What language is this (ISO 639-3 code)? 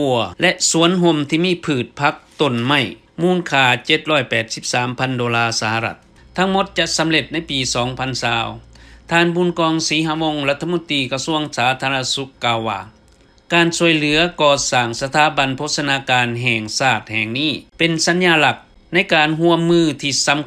lao